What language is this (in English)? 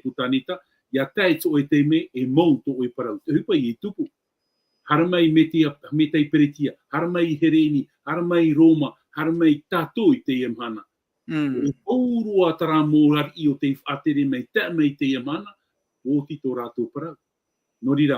Tahitian